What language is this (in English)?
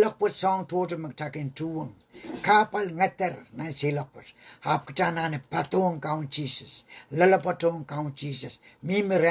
Pohnpeian